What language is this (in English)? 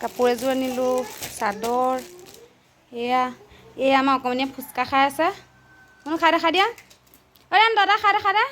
Assamese